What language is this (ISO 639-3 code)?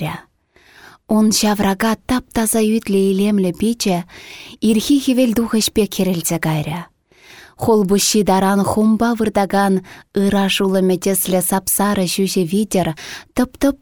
chv